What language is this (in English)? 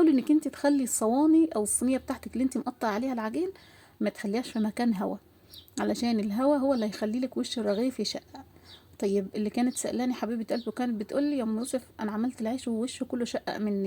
Egyptian Arabic